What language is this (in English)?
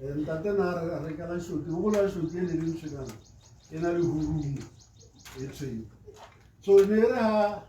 Tswana